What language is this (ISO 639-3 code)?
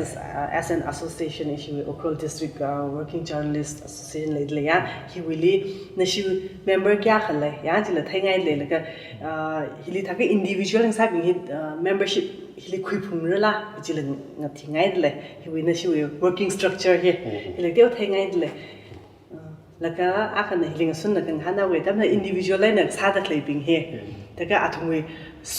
nmf